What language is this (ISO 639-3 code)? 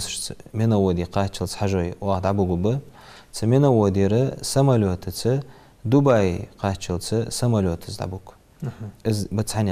inh